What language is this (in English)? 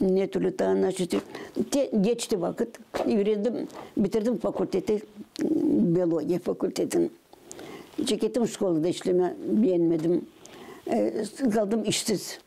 Gagauz